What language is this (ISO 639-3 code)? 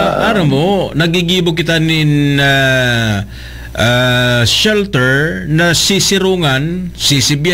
bik